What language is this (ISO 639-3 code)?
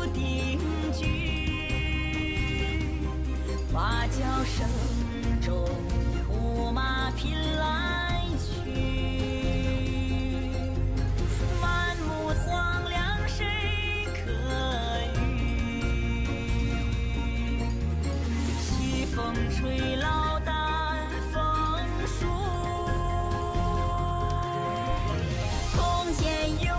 zho